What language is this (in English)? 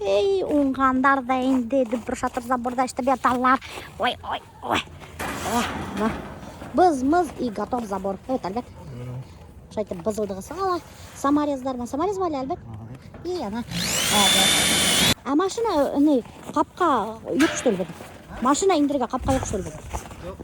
Bashkir